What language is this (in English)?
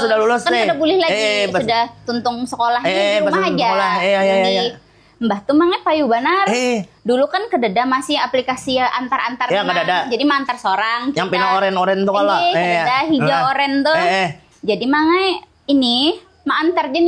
Banjar